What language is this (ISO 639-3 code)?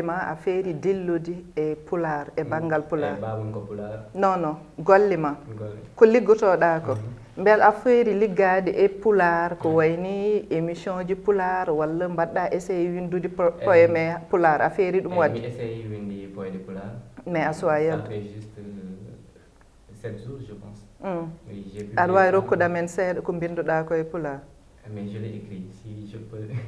ful